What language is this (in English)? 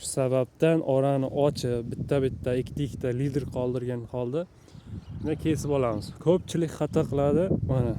Uzbek